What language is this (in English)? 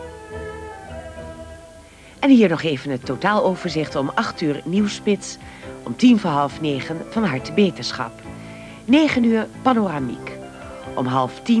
Dutch